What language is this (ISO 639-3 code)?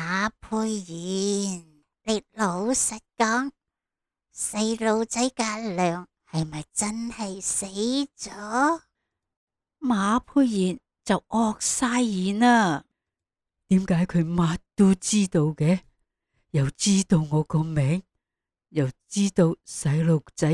yue